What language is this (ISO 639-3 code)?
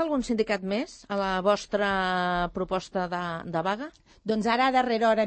cat